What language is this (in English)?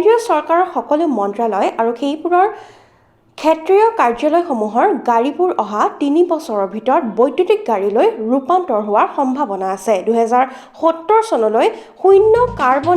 Assamese